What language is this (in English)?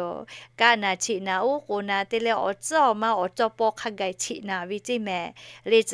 Lahu